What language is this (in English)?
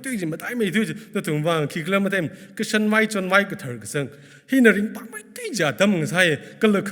Tangkhul Naga (India)